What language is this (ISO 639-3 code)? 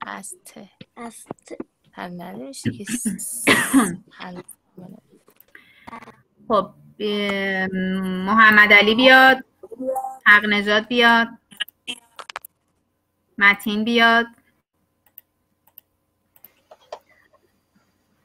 fas